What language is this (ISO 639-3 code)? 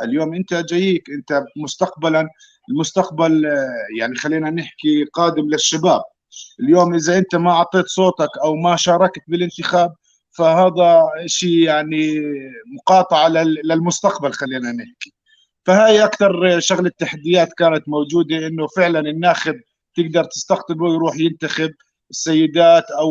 apc